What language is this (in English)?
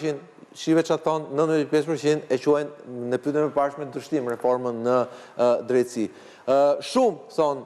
Albanian